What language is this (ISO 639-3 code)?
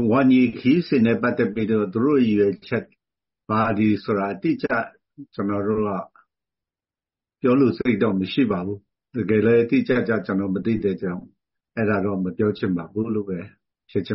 mya